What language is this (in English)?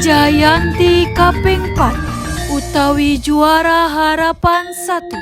Balinese